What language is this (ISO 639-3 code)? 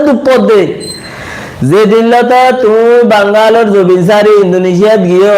rhg